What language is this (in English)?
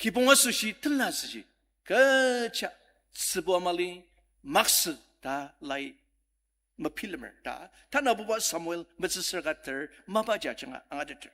Ao Naga